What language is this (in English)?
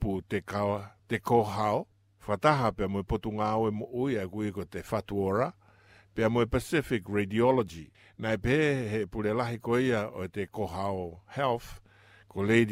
Tongan